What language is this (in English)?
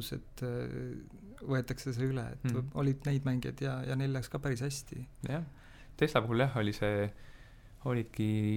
Estonian